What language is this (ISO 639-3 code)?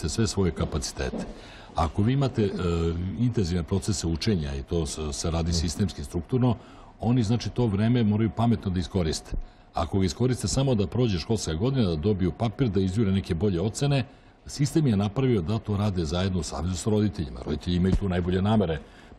srp